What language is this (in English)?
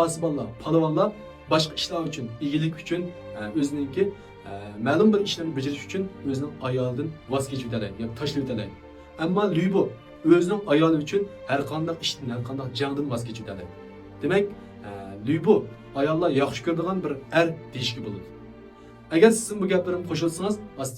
Uyghur